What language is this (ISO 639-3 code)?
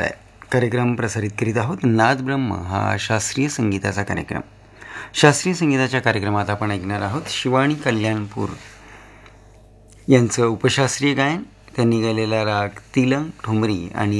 mar